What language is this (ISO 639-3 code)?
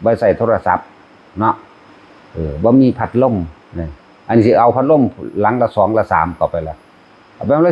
tts